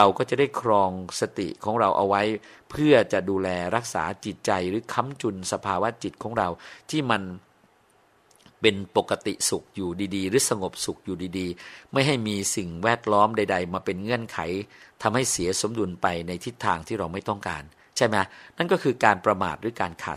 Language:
Thai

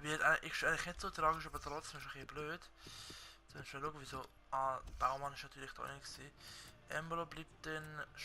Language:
Swiss German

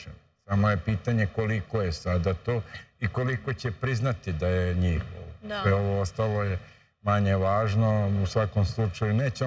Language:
Serbian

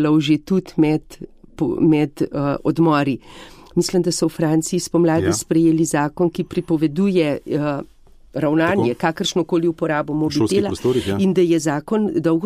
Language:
Slovenian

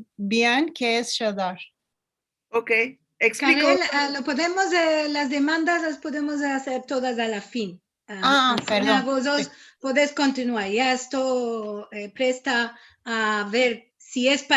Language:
Ladino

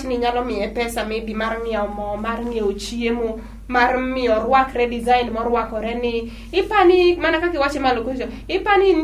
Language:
Luo (Kenya and Tanzania)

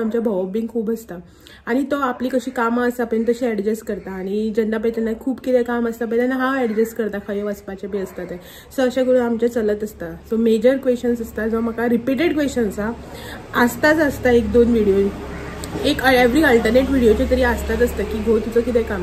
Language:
Konkani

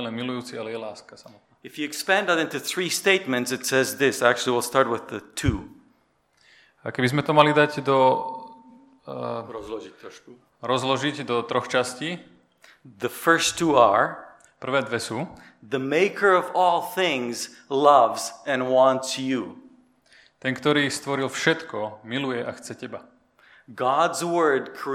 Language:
Slovak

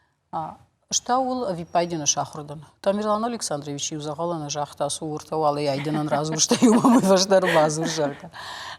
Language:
Ossetic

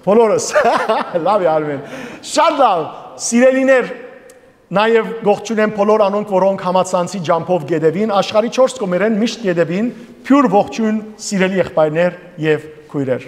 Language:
Western Armenian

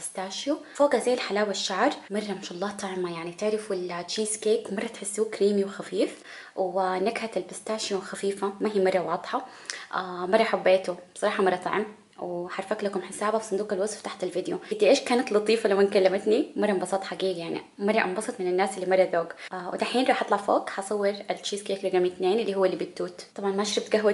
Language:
Hijazi Arabic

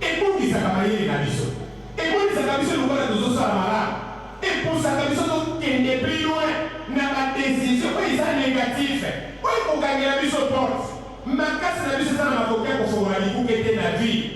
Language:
Lingala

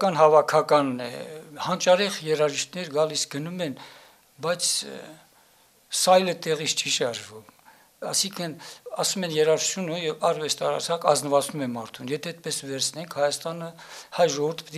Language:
Armenian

